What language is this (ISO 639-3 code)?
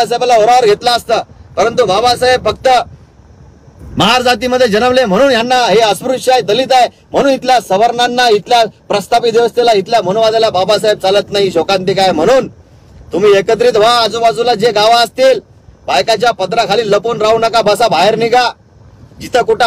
mar